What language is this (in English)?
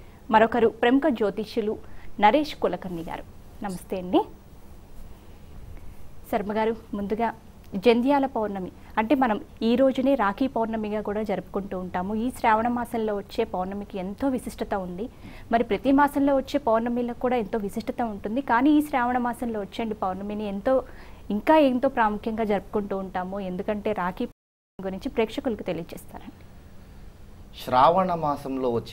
Telugu